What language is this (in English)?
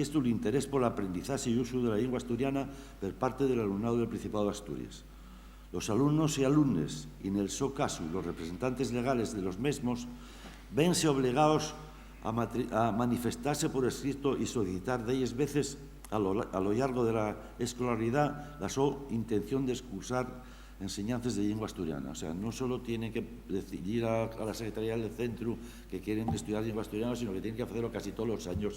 Asturian